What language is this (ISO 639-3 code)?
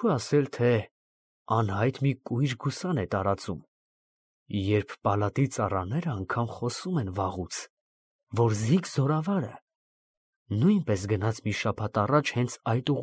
hye